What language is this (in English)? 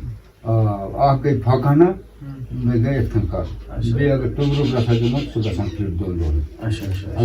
Kashmiri